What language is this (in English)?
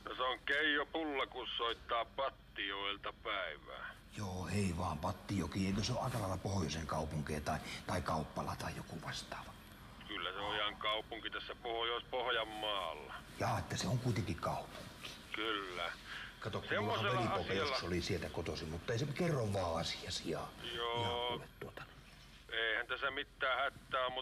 Finnish